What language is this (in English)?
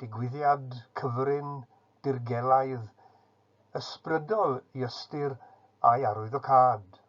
Welsh